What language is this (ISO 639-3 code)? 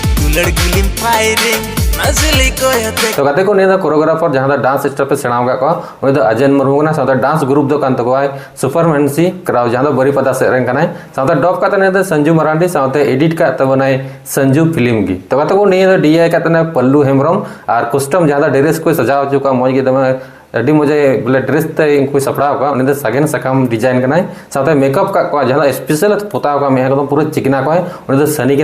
sat